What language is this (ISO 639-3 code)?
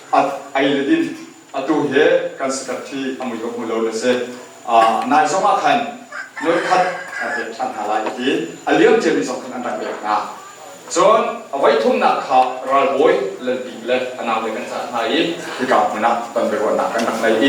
cnh